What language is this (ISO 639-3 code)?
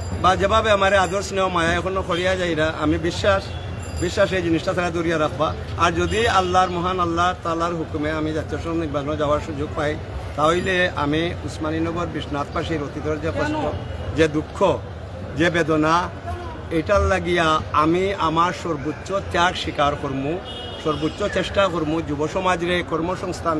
syl